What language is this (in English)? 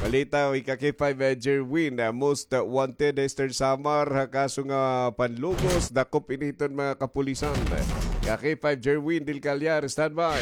Waray